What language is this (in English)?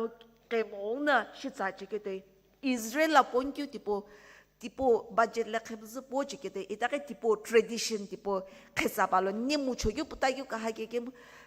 Sumi Naga